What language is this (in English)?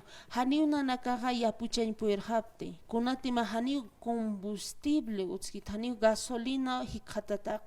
Aymara